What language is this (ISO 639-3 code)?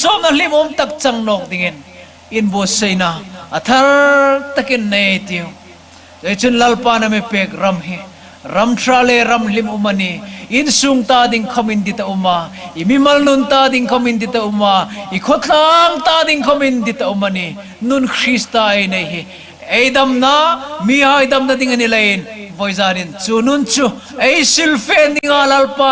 hmr